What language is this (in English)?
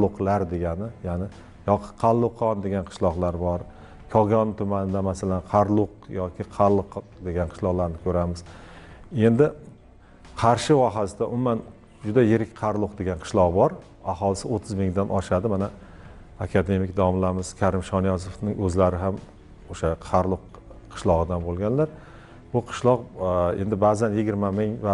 Uzbek